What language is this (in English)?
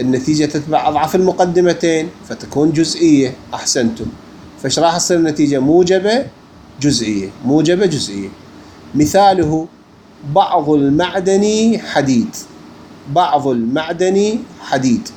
Mesopotamian Arabic